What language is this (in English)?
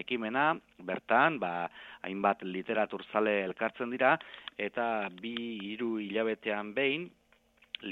Basque